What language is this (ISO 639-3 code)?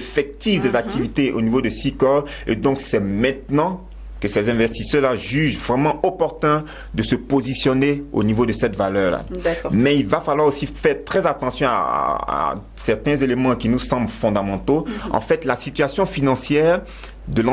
fra